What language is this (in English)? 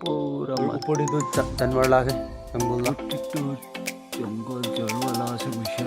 Naga Pidgin